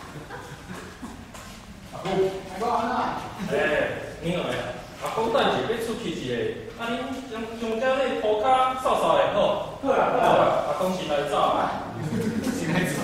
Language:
Min Nan Chinese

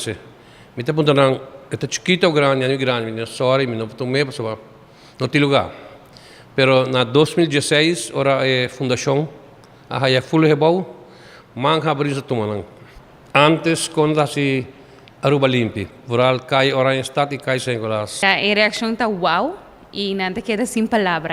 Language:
Papiamento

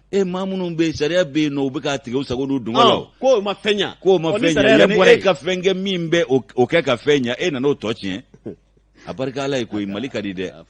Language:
Bambara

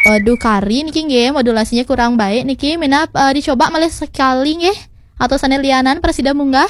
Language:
Balinese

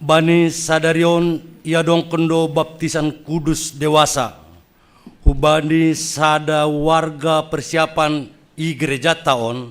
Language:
Batak Simalungun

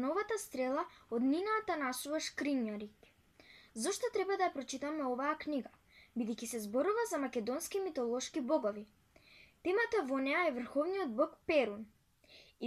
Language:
Macedonian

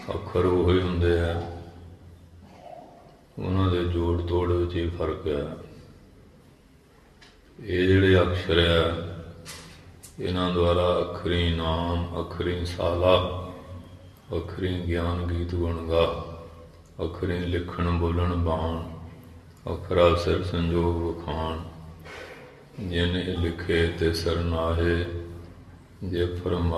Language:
Punjabi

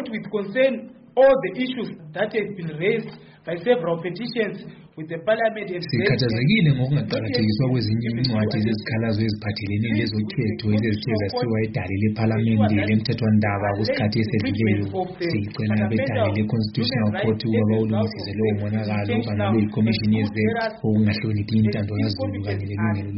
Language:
North Ndebele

